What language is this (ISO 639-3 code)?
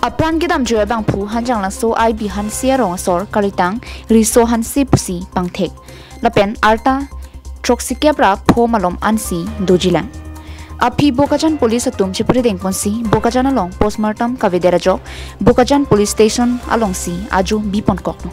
mjw